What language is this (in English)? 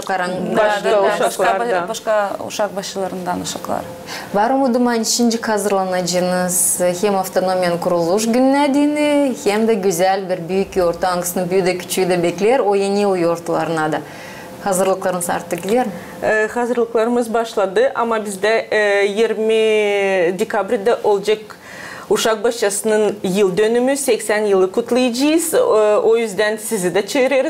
Gagauz